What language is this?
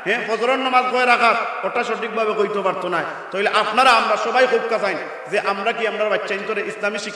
Sylheti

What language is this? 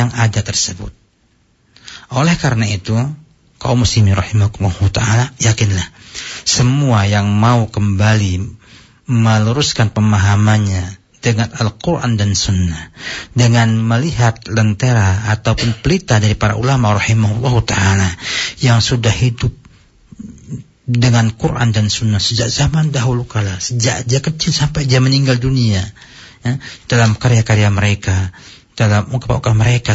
Indonesian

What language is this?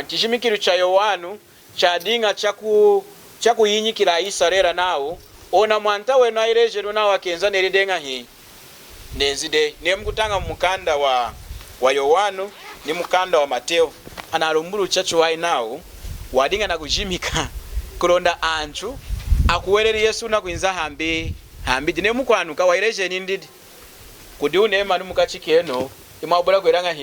Lunda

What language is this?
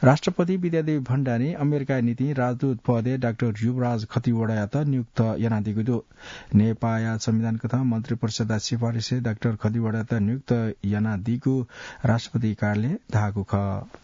Newari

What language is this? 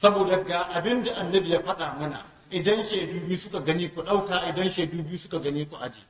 Hausa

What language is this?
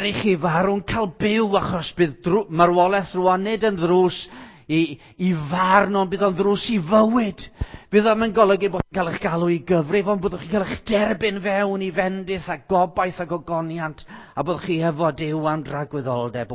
Welsh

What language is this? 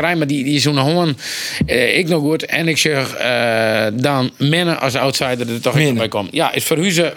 Western Frisian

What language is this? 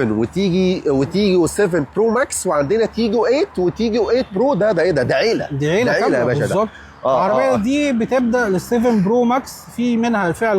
Egyptian Arabic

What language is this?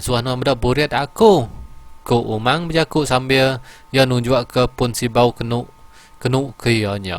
Iban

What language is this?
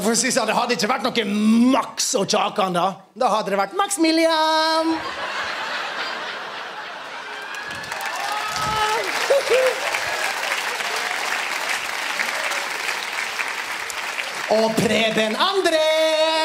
Norwegian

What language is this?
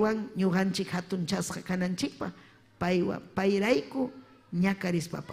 Ayacucho Quechua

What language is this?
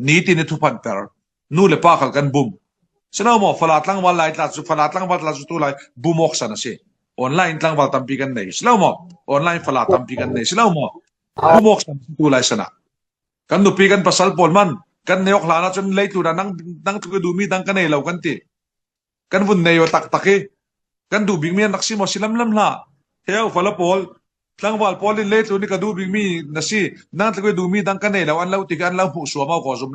Falam Chin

